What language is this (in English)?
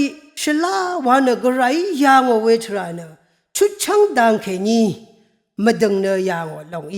Rawang